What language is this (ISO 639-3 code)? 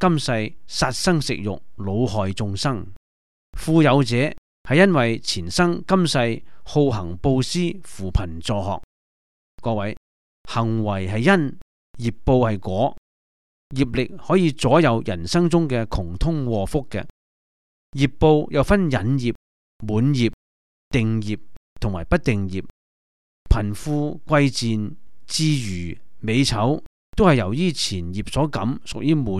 yue